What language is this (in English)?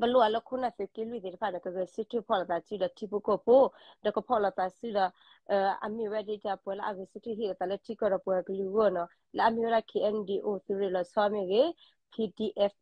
S'gaw Karen